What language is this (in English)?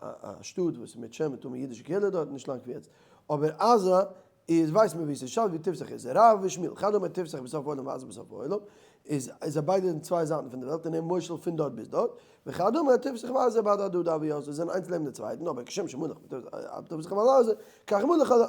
Yiddish